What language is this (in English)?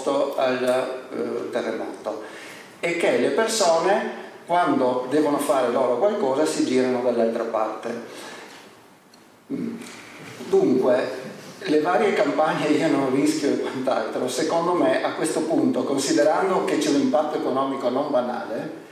Italian